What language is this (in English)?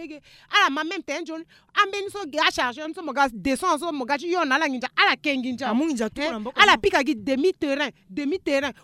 Sango